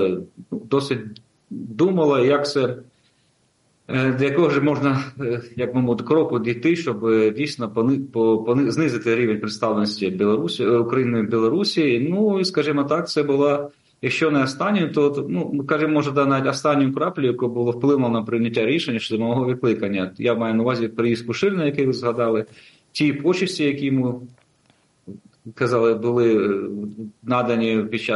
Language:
Ukrainian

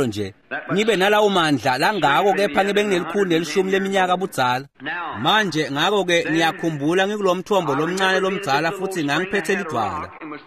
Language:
Swati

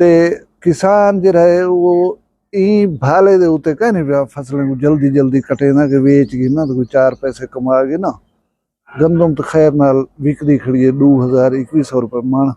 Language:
Saraiki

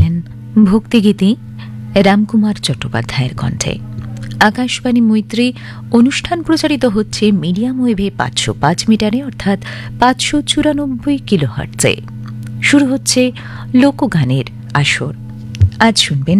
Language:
Bangla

